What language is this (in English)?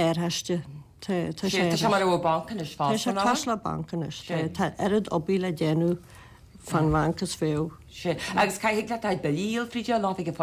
Irish